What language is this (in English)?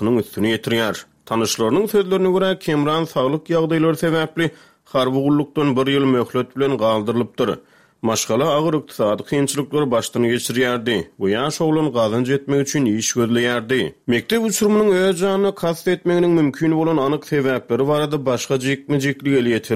Turkmen